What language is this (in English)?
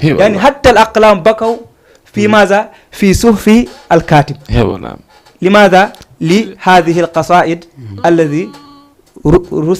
Fula